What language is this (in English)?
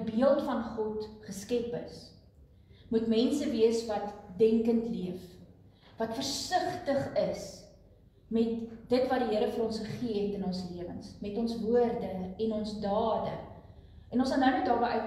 Afrikaans